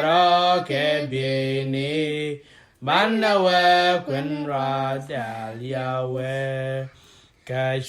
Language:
Nuer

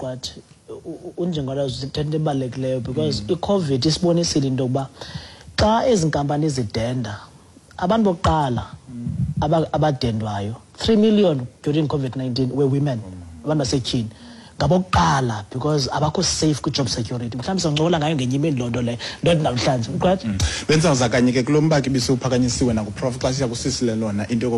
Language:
Xhosa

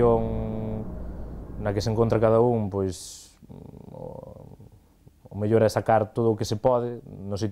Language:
Galician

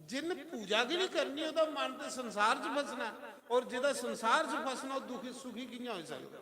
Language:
Dogri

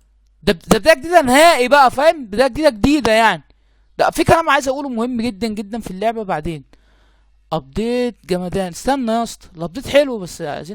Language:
Egyptian Arabic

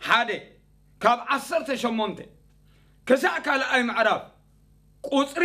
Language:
Tigrinya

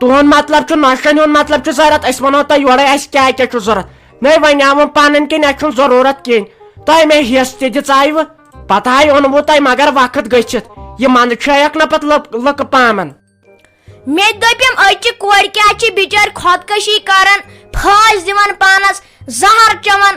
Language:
Kashmiri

